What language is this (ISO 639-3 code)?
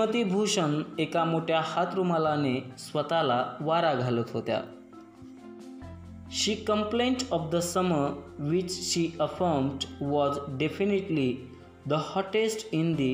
mar